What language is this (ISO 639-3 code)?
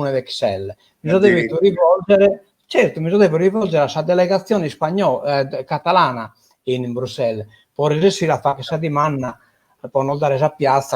srd